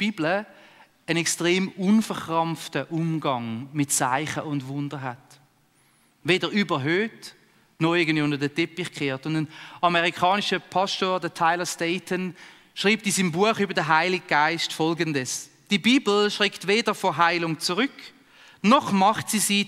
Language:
Swiss German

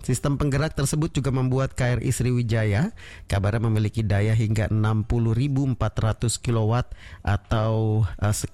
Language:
Indonesian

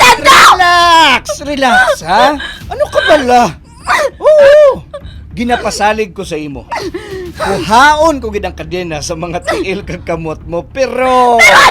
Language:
Hiligaynon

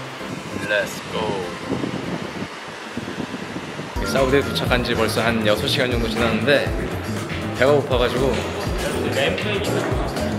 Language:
Korean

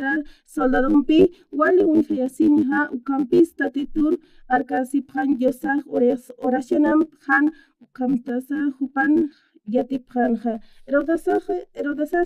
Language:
Aymara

